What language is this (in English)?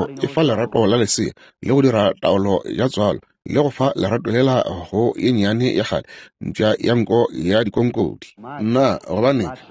Northern Sotho